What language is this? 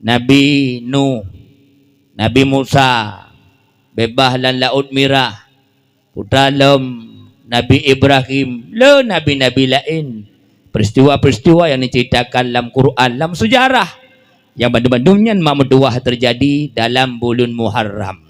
Achinese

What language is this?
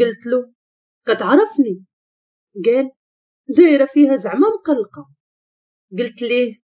Moroccan Arabic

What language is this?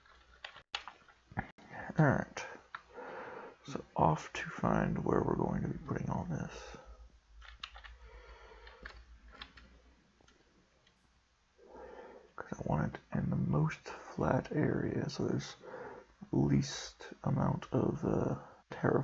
English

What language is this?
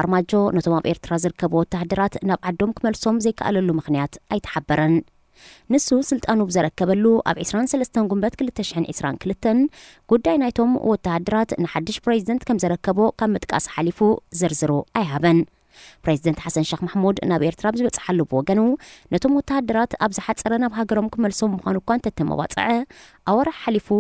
Tigrinya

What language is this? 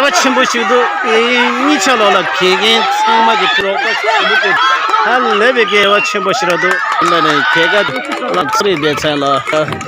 Tibetan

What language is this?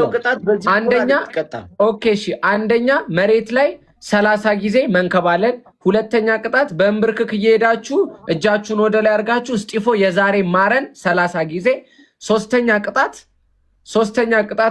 Amharic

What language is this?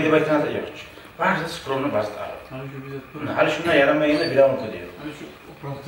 Kumyk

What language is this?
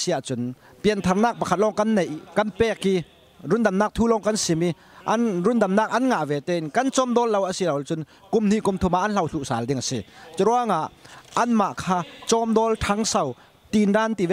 Falam Chin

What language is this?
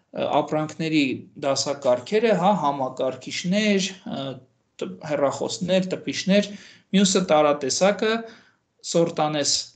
Armenian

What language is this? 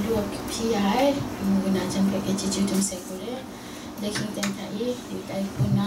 Kachin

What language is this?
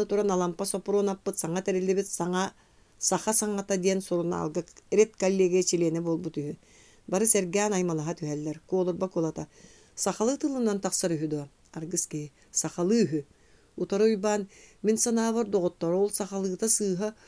Yakut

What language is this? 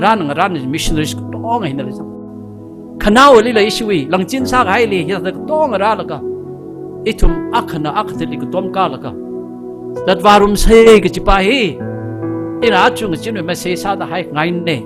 Tangkhul Naga (India)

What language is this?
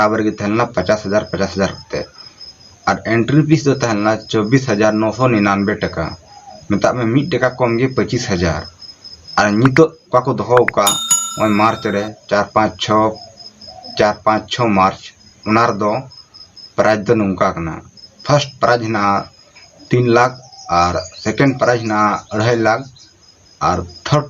Santali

